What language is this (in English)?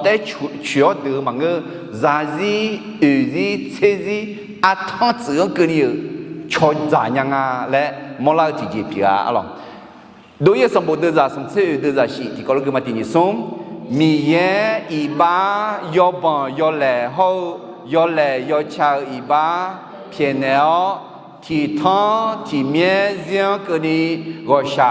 Akha